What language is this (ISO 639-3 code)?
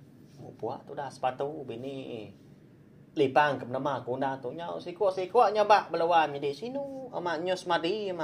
iba